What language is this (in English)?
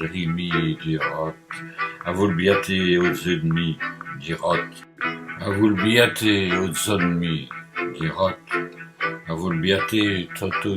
Walloon